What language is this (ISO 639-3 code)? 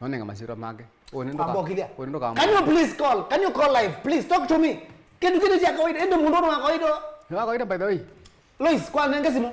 kam